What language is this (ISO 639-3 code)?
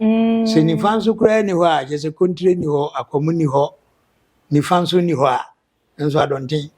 aka